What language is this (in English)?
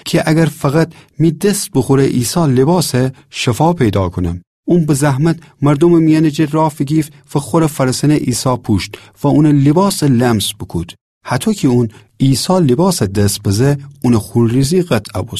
Gilaki